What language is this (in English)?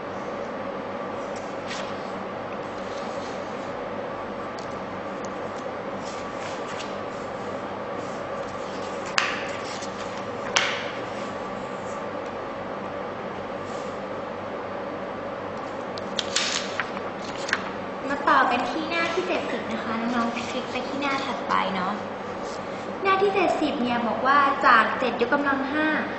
Thai